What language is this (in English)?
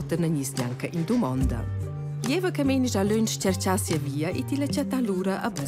Romansh